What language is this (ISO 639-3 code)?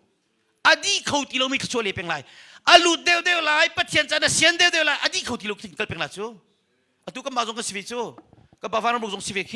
cnh